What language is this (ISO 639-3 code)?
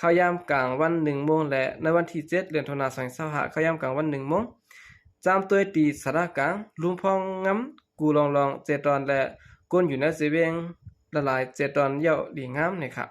shn